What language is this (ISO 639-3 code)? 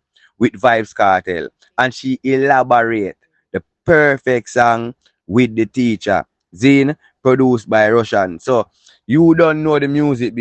jam